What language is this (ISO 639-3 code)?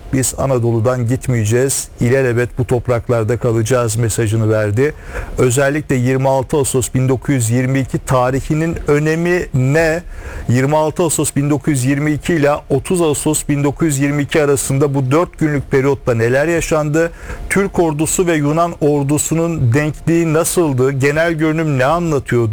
tur